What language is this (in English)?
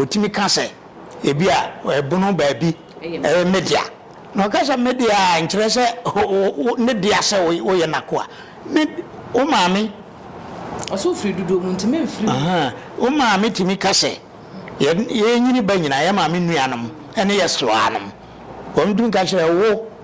Akan